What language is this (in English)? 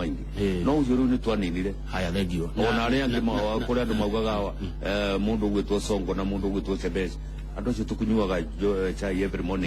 Kikuyu